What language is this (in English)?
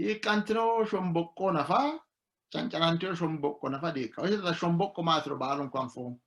Sidamo